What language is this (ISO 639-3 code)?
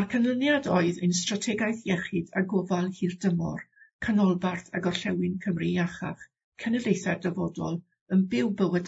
cym